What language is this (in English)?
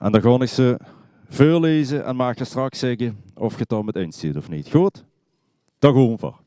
Limburgish